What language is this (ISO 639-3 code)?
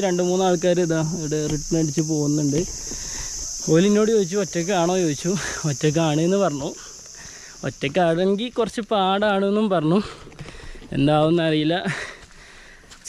mal